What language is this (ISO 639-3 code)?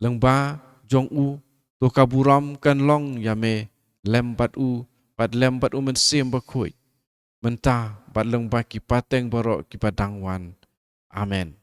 kha